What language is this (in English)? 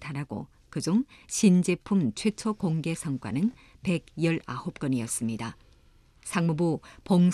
Korean